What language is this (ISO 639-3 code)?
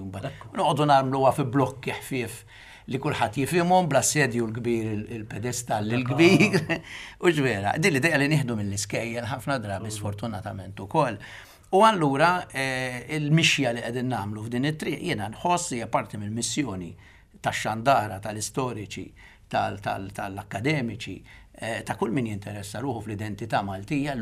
mlt